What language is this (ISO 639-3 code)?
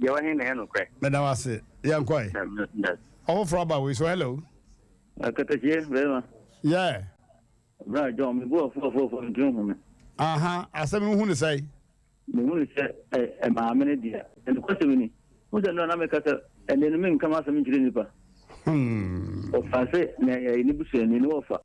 aka